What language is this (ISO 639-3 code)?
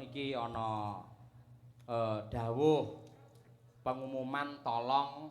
jav